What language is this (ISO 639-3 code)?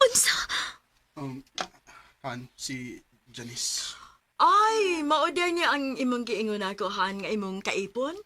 ceb